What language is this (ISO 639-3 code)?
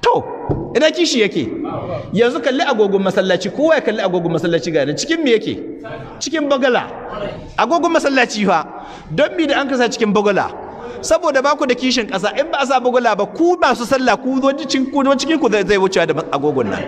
hau